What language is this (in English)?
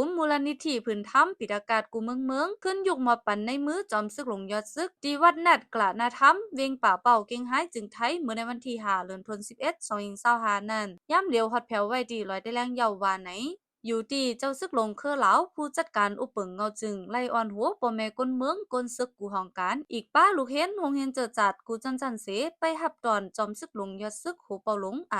Shan